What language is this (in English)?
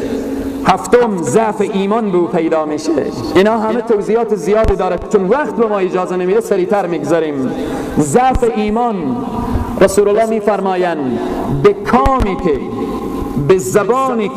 Persian